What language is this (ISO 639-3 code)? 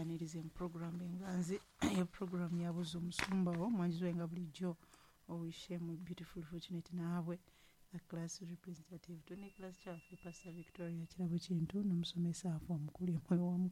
lug